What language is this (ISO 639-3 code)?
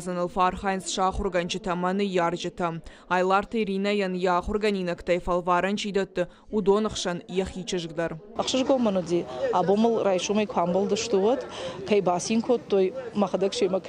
oss